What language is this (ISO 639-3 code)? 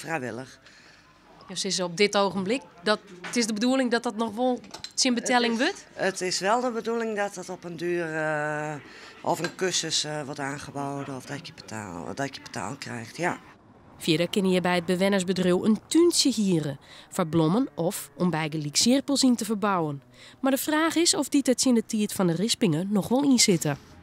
fry